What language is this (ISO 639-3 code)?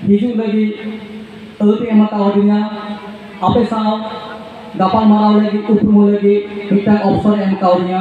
sat